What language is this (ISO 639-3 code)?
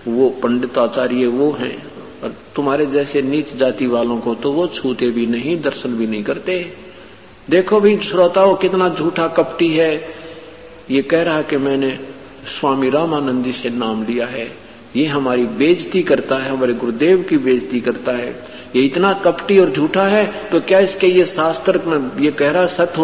hin